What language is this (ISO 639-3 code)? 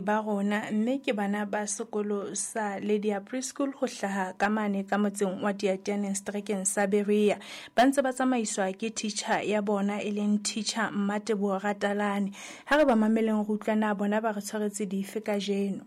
sot